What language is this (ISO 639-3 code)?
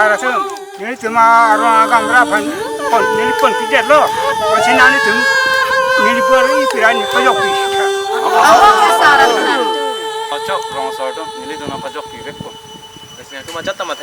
mjw